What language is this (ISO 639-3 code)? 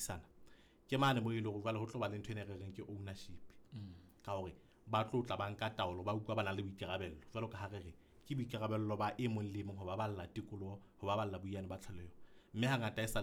sot